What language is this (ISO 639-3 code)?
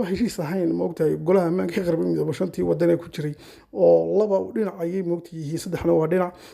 som